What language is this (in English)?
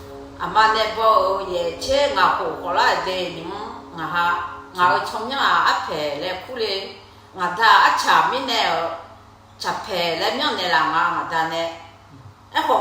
Akha